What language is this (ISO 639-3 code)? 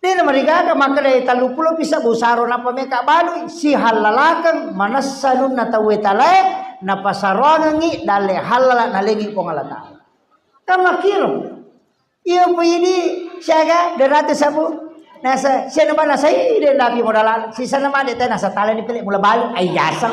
bug